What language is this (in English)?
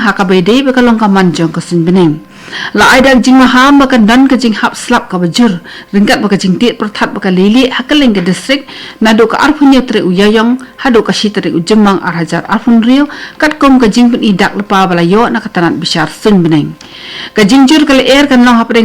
Khasi